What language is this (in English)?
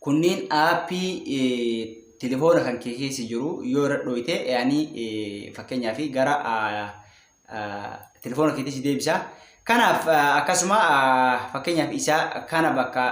Oromo